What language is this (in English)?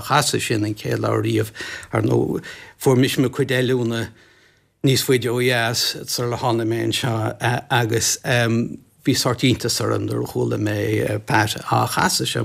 Irish